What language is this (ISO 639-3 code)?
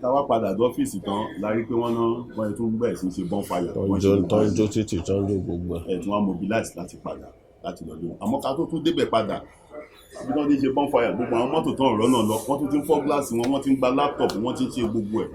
yor